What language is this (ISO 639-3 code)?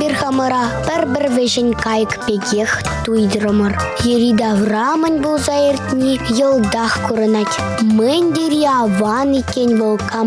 chv